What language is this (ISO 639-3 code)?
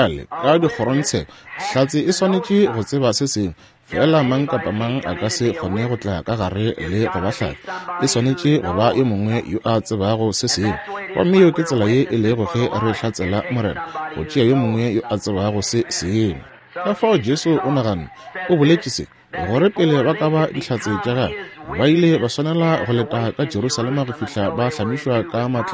nso